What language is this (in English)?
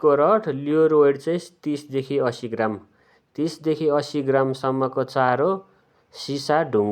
Nepali